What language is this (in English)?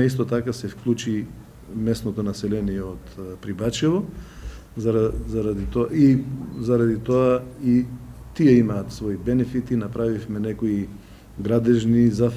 Macedonian